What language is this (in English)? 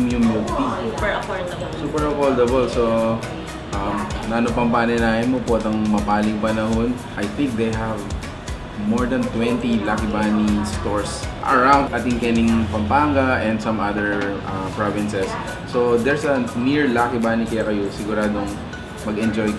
Pampanga